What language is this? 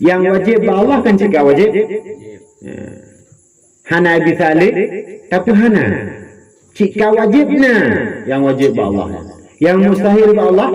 Achinese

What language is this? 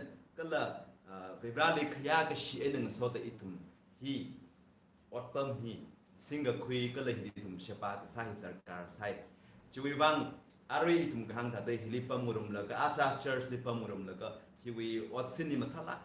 Tangkhul Naga (India)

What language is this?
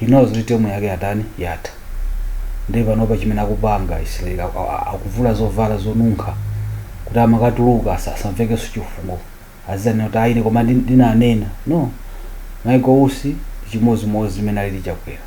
Nyanja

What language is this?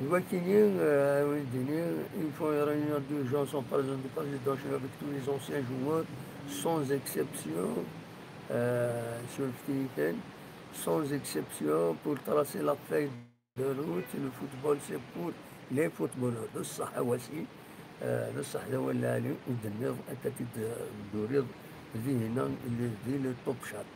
Kabyle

